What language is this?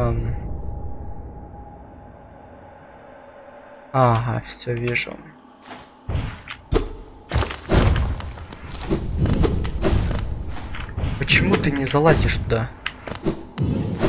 Russian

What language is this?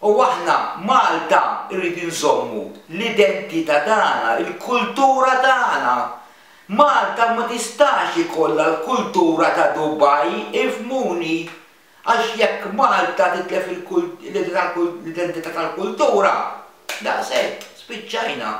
Maltese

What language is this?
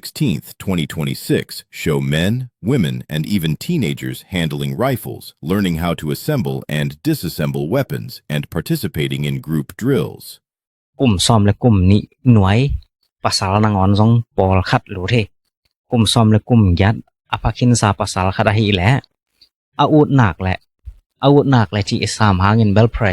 Tedim Chin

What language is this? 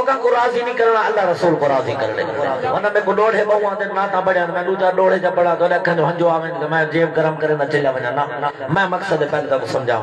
Saraiki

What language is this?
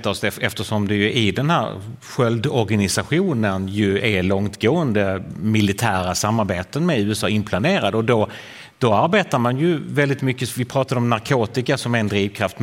Swedish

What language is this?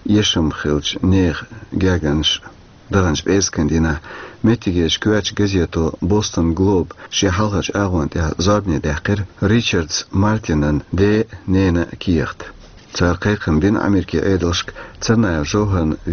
Chechen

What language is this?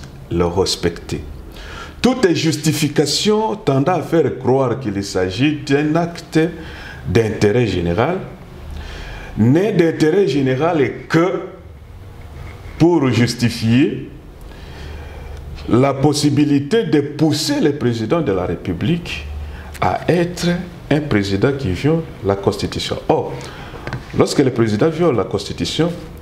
French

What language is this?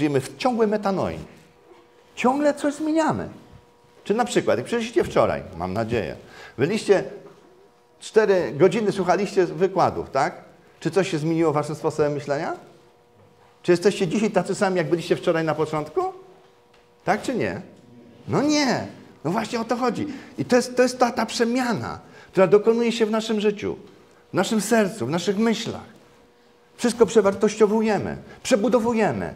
Polish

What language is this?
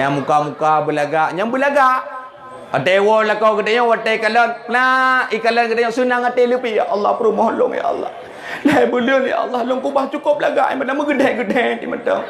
Achinese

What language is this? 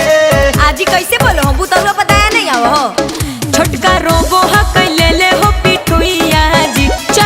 Magahi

